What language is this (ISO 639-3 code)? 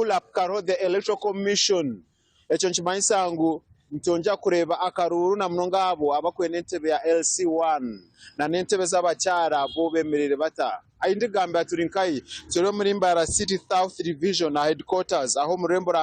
nyn